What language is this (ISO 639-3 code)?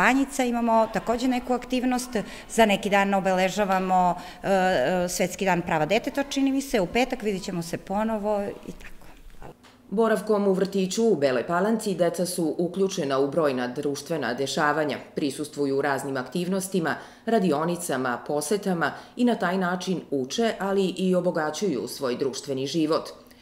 srp